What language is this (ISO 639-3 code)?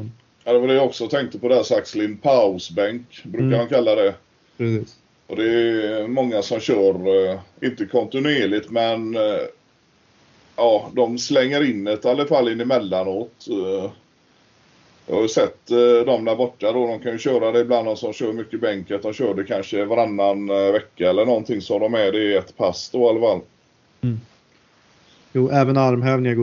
swe